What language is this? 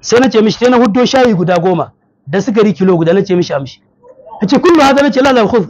Hausa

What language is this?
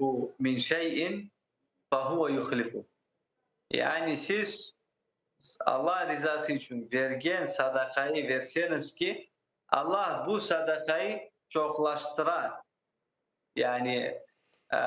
Crimean Tatar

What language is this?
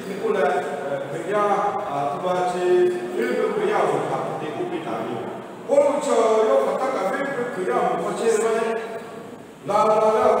Lahu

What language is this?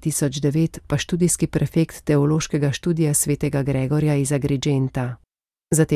Slovenian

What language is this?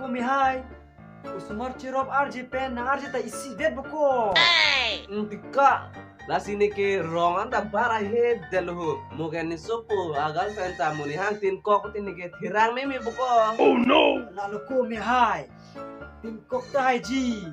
Karbi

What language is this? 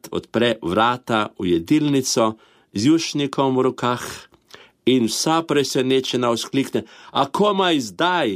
Slovenian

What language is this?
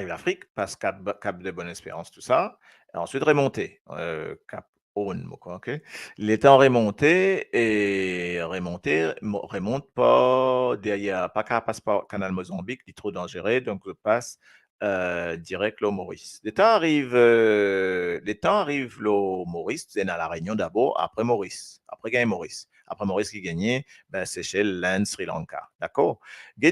Morisyen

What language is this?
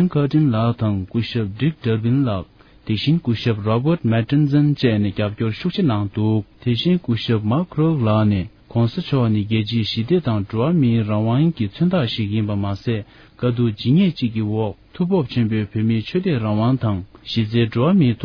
Tibetan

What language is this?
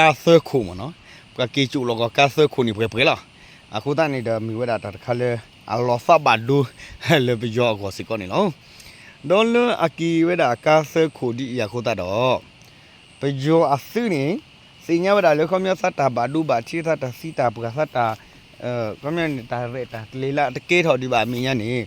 S'gaw Karen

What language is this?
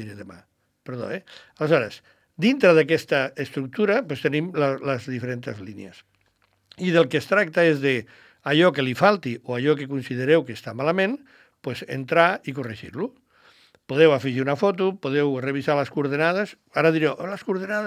Catalan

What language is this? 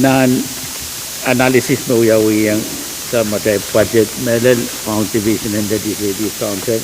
Pohnpeian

